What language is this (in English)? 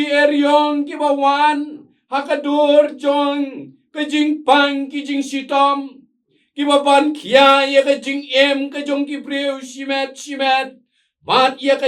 Khasi